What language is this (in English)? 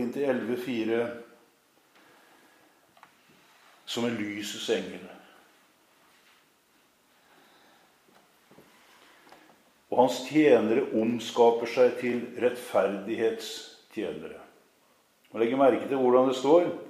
Norwegian